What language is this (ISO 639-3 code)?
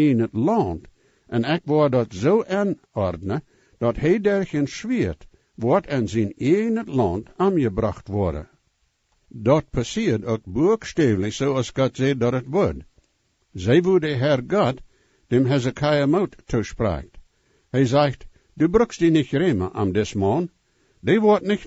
pdt